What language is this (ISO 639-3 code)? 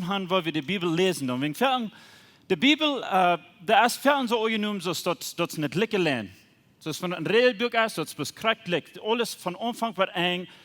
pdt